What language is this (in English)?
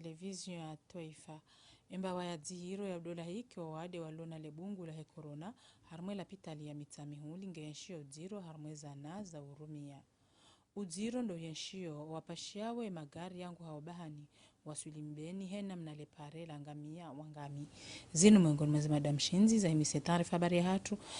Ngazidja Comorian